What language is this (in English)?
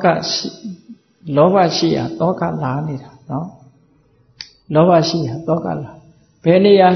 Burmese